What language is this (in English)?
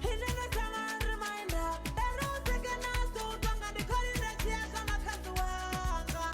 Venda